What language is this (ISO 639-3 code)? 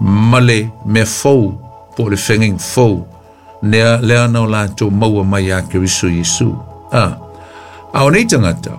smo